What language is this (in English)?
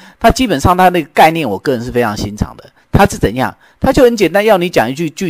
Chinese